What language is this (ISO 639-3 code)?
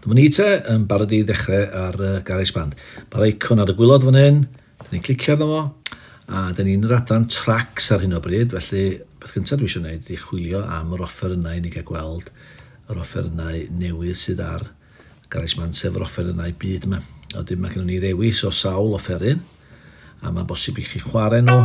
cym